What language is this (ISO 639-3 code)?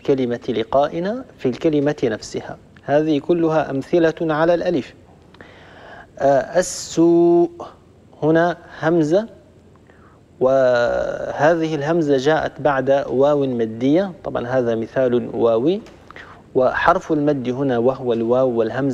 ara